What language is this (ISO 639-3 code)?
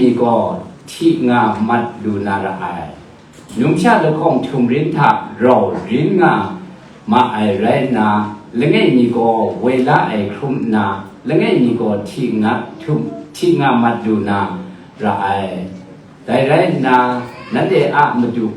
kac